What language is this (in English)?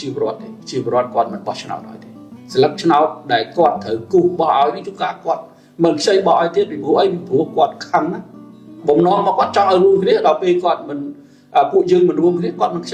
Khmer